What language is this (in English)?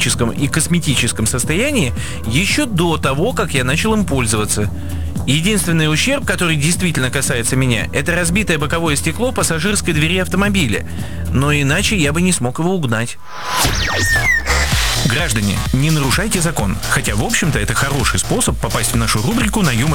Russian